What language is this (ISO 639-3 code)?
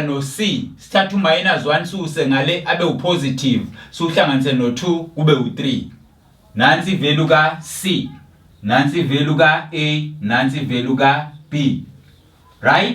zul